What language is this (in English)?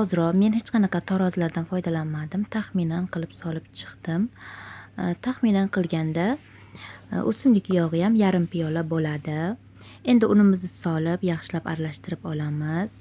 Uzbek